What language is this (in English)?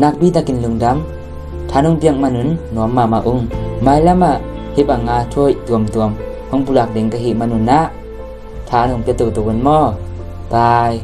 Tedim Chin